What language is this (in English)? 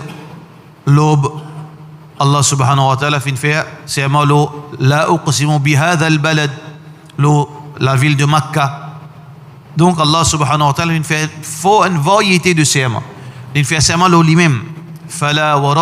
Morisyen